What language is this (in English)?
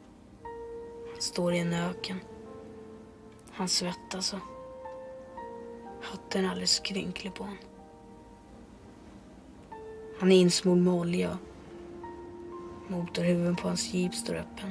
Swedish